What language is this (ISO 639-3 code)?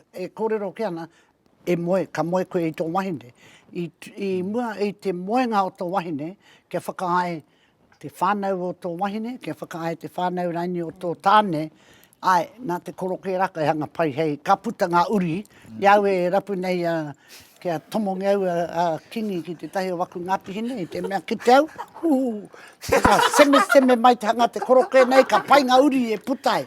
mri